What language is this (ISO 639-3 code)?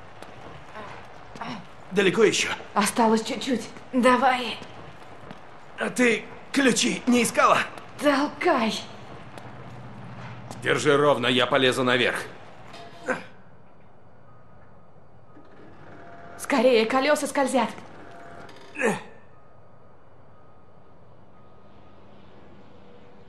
rus